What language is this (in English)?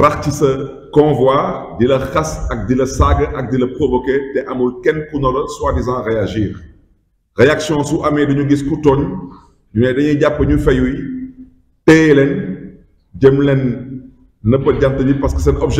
Wolof